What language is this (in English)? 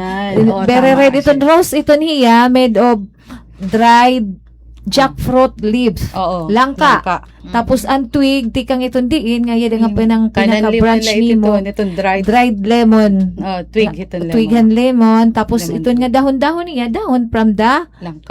Waray